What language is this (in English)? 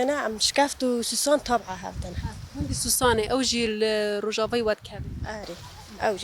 Kurdish